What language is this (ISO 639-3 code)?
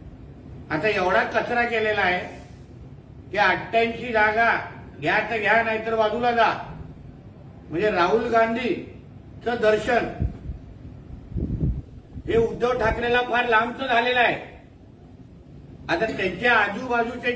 mar